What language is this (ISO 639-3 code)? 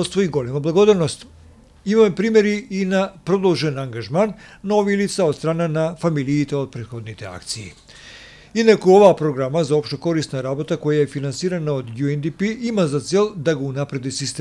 mkd